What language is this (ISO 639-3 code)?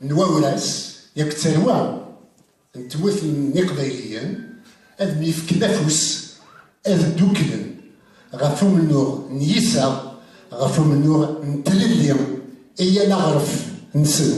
kab